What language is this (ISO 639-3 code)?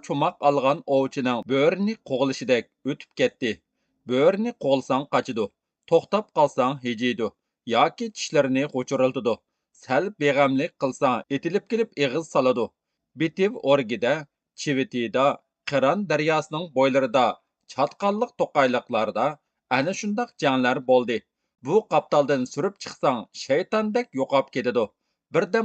uig